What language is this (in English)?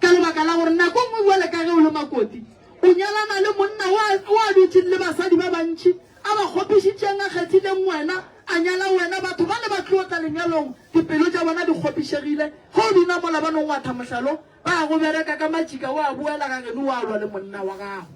Northern Sotho